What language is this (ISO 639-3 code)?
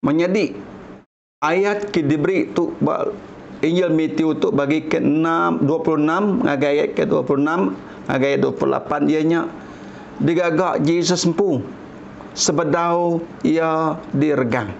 iba